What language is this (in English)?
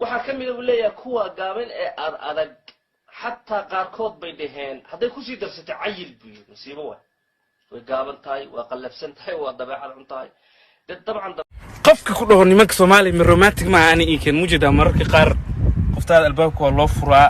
Somali